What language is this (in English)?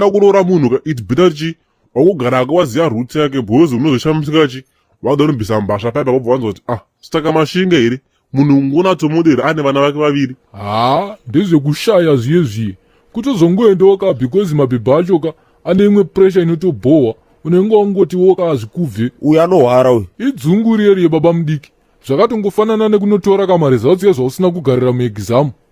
Shona